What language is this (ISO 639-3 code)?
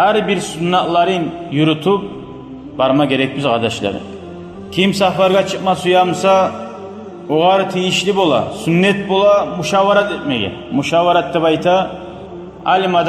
kum